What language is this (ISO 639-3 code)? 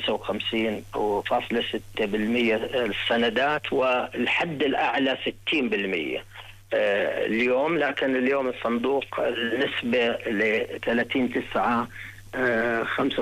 ara